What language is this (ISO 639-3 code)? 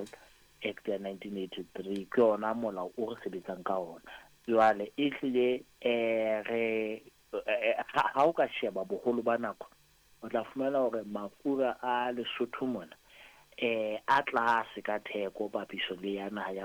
sot